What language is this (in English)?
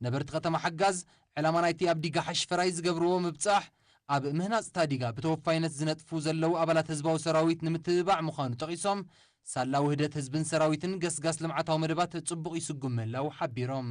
Tigrinya